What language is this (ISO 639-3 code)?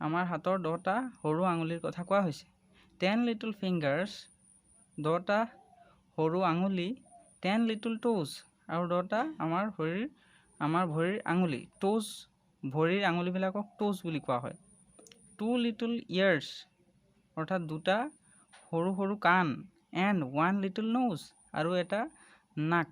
asm